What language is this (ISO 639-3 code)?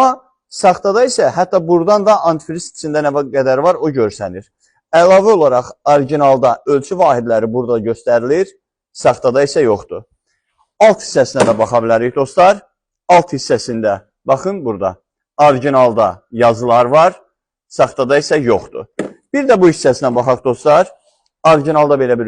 aze